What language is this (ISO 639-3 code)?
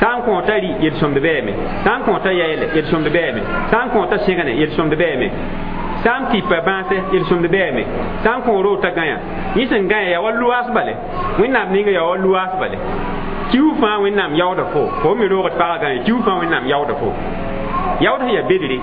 mos